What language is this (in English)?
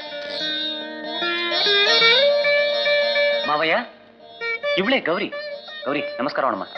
Kannada